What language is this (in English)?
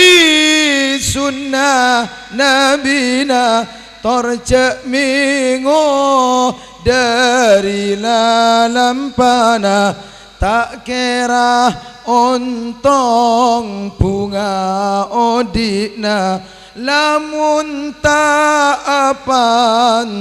Madurese